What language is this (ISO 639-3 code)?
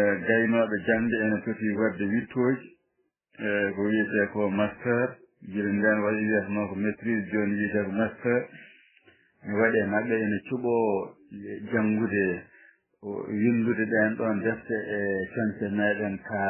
ful